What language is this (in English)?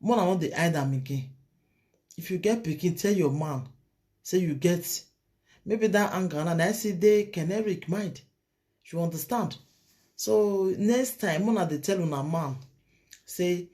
Nigerian Pidgin